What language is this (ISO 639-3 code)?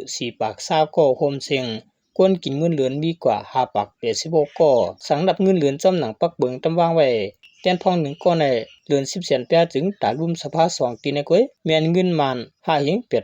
shn